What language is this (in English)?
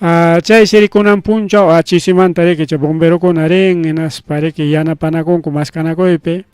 Ayacucho Quechua